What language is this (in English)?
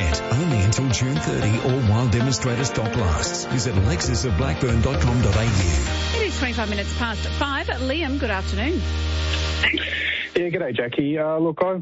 English